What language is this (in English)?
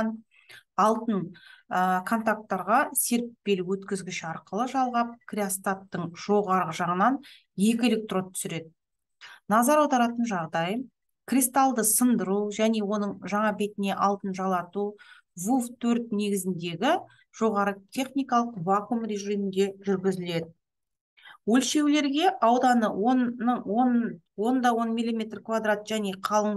Kazakh